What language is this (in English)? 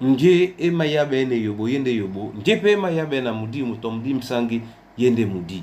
Duala